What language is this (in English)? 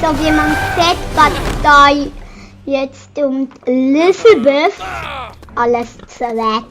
Swiss German